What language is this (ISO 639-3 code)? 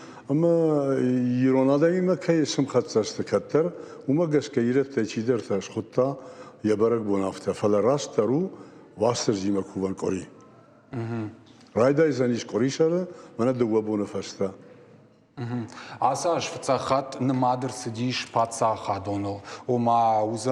oss